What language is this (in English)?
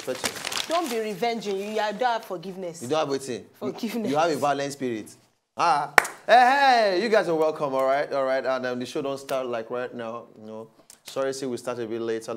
Nigerian Pidgin